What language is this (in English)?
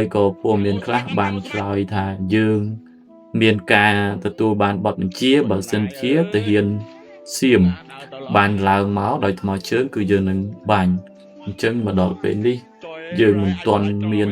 Khmer